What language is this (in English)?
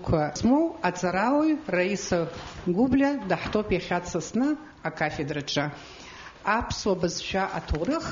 Abkhazian